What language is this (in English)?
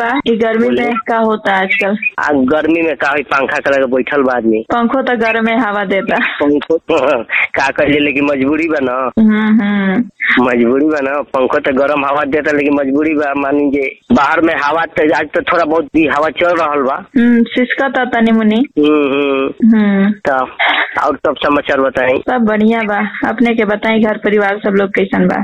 Bhojpuri